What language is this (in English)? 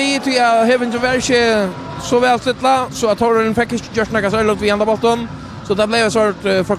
Faroese